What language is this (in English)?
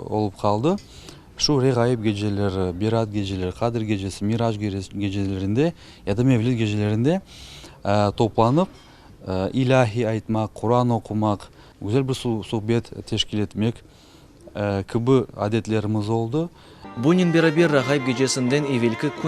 Crimean Tatar